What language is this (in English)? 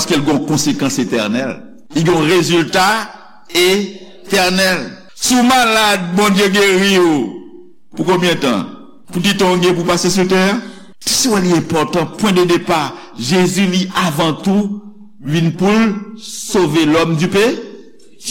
Haitian Creole